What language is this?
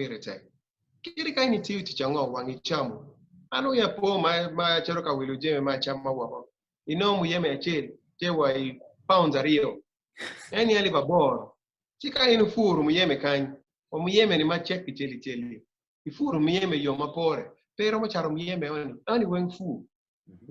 Acoli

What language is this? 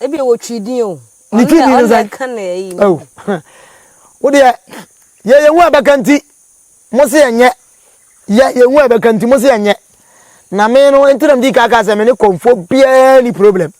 Akan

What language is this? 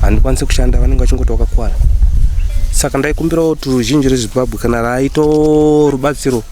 Shona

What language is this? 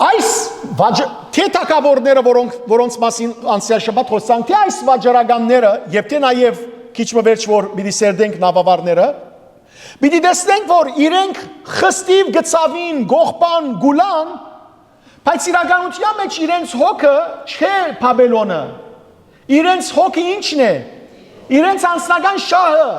Western Armenian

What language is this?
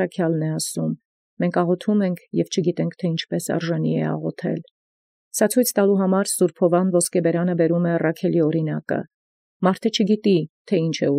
Armenian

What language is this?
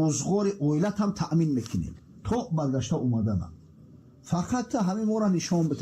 Tajik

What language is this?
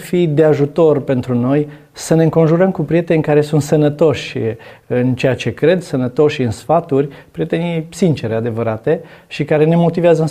Romanian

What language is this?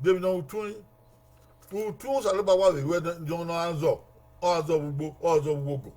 Bini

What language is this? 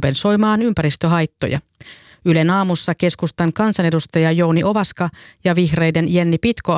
Finnish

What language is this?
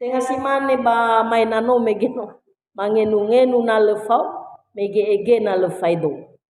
Nias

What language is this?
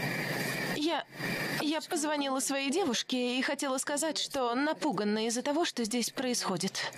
Russian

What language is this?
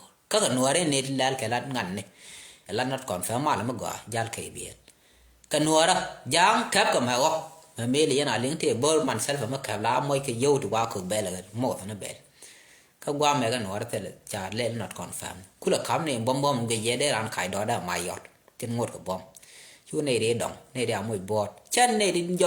Nuer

